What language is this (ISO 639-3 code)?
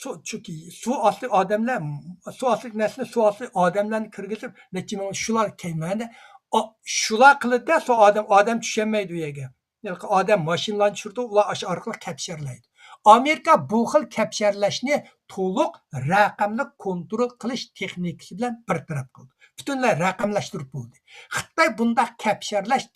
uig